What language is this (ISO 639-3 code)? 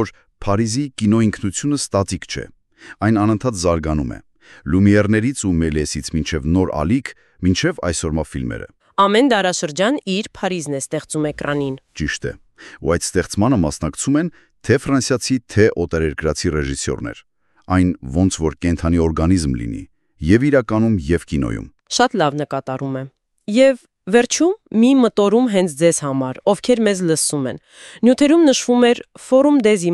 hye